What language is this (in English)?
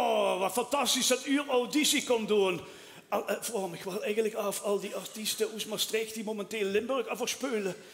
Limburgish